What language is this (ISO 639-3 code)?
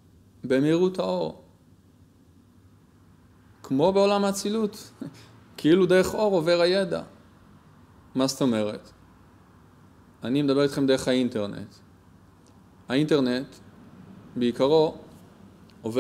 heb